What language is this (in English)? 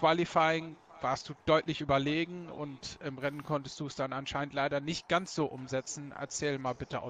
German